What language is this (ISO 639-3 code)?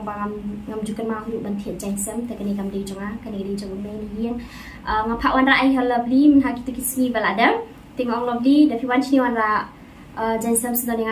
kha